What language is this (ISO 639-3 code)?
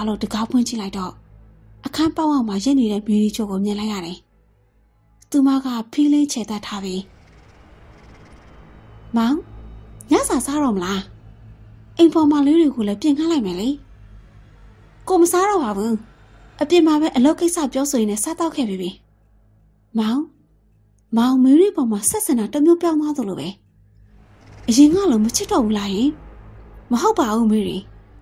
mya